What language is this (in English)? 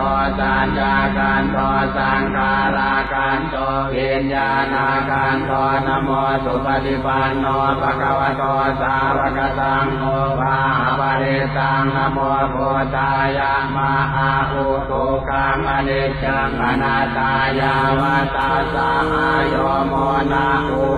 Pali